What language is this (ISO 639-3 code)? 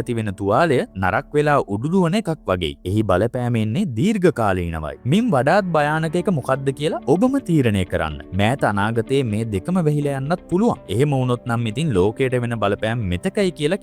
sin